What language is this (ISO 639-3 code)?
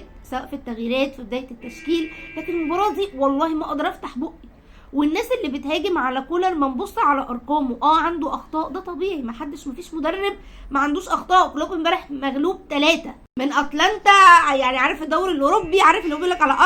arz